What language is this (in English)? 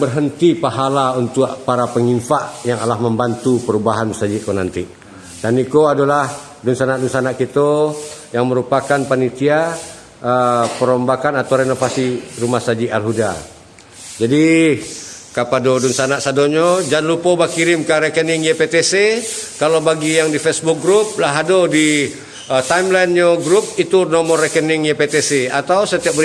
Minangkabau